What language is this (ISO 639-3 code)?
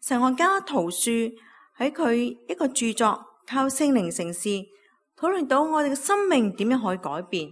yue